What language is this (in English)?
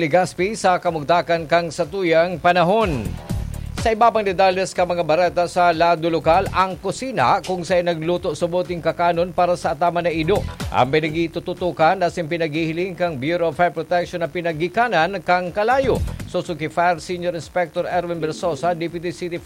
Bikol